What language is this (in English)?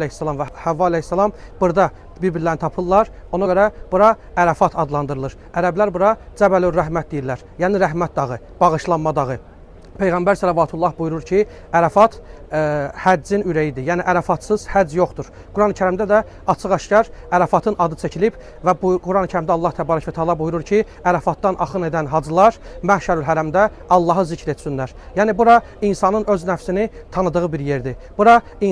Azerbaijani